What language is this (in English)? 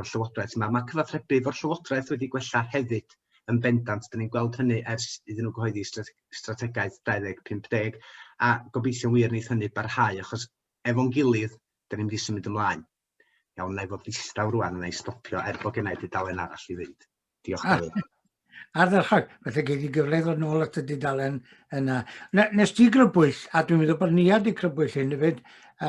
Welsh